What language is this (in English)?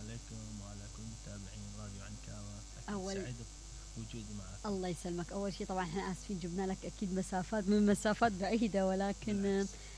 Mesopotamian Arabic